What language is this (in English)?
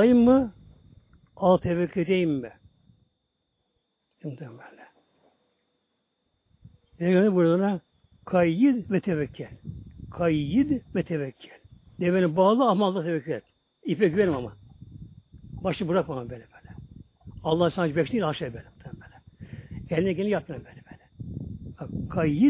Turkish